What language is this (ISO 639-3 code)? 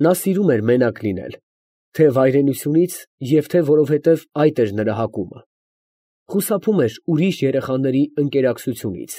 hye